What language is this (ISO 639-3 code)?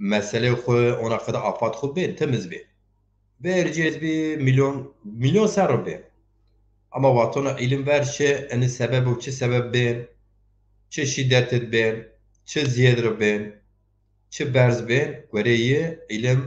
zza